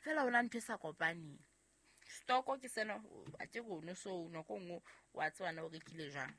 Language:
Southern Sotho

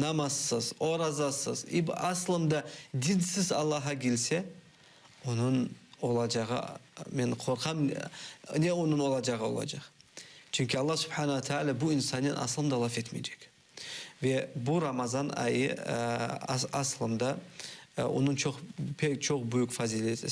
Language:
Crimean Tatar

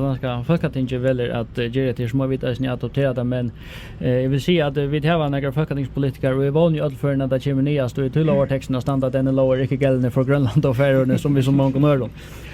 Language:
Faroese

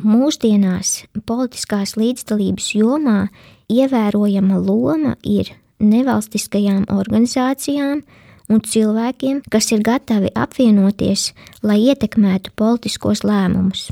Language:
Latvian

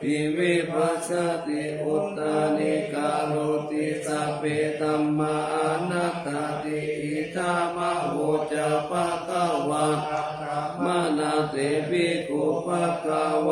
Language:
Pali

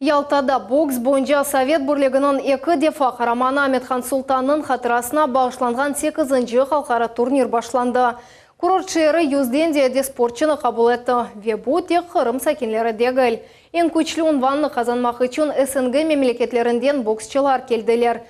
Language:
Crimean Tatar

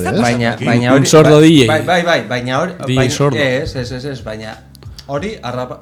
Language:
Basque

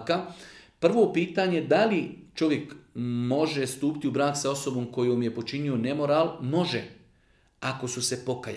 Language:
Bosnian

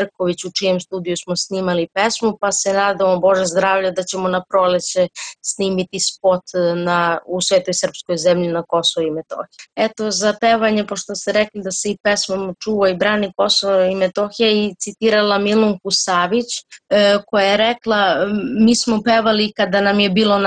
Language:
Serbian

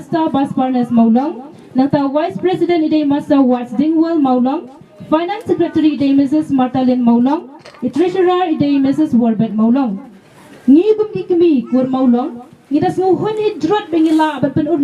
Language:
Khasi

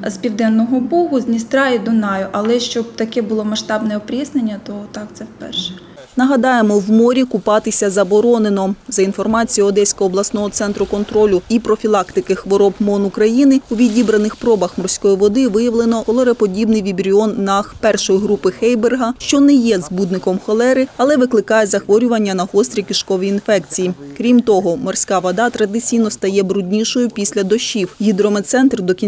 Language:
Ukrainian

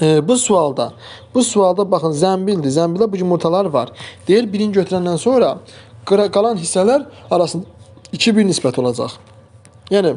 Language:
Azerbaijani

